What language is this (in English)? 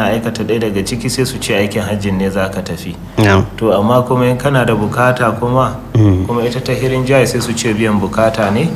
Hausa